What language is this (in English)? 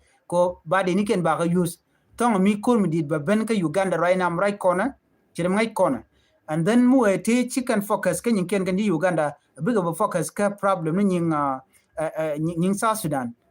Nuer